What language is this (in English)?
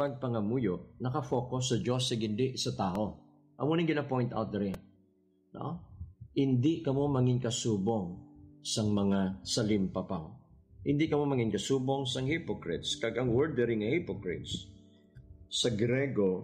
Hiligaynon